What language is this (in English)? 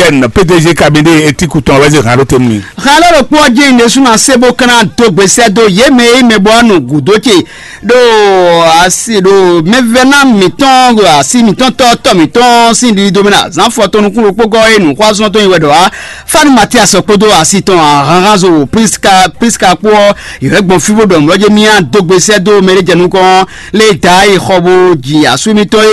Fon